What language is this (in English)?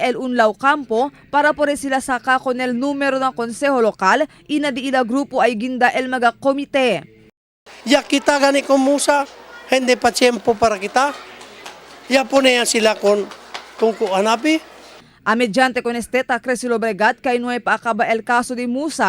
Chavacano